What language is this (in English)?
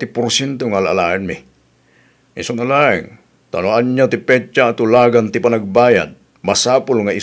Iloko